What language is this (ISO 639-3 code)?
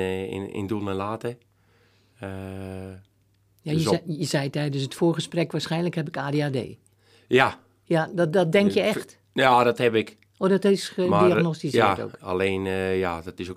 nld